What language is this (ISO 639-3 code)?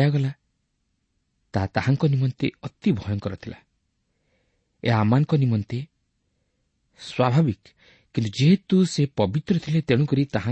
ori